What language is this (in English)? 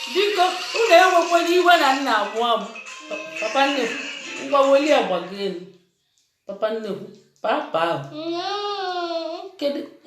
Igbo